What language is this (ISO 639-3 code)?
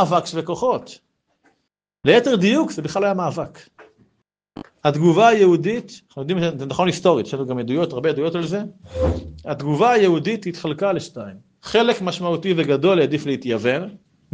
heb